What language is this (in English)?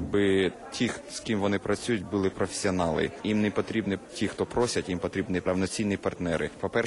Ukrainian